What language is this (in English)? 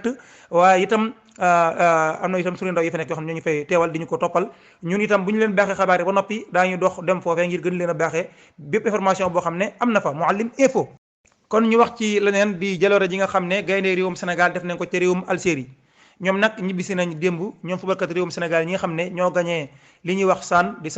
Wolof